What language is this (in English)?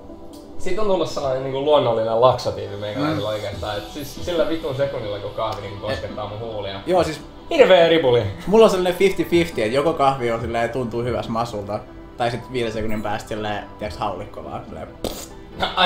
Finnish